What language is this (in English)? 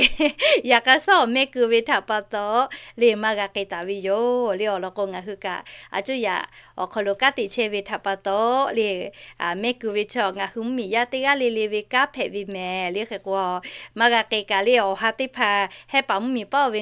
Lahu